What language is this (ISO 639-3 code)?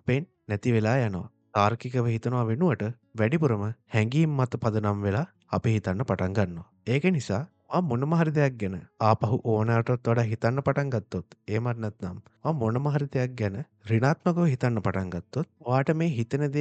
sin